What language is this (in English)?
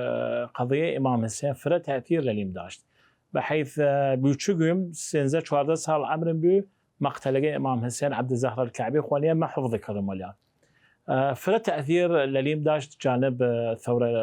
Southern Kurdish